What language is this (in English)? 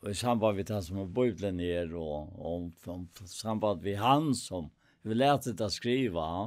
Faroese